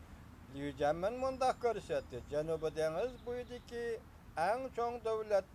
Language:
Uyghur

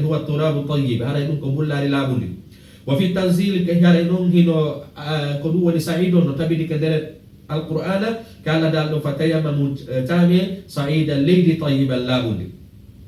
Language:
Fula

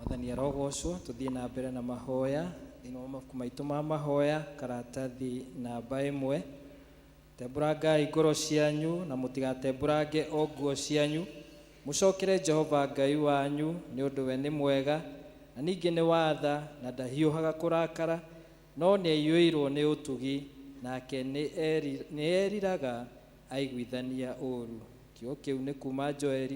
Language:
Kikuyu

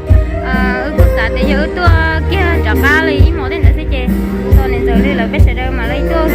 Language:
Hmong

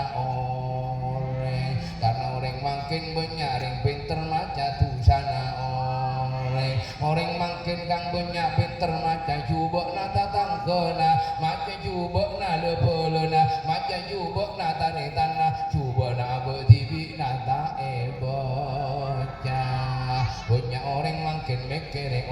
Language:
Madurese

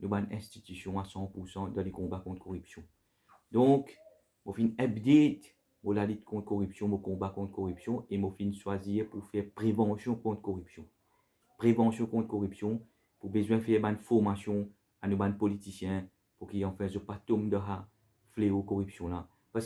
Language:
Morisyen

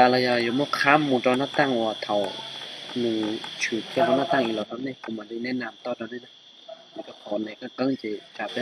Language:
Hmong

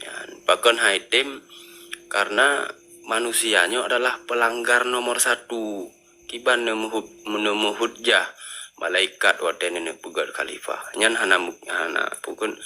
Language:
Achinese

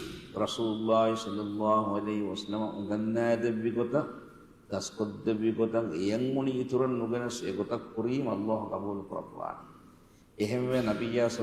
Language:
Divehi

